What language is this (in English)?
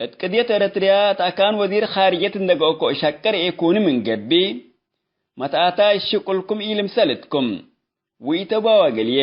Tigre